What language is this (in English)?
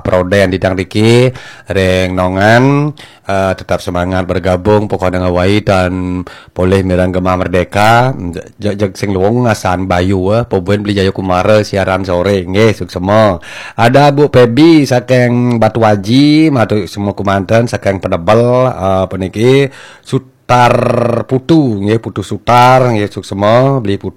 Balinese